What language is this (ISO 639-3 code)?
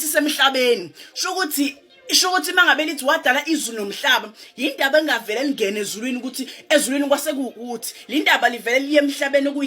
zul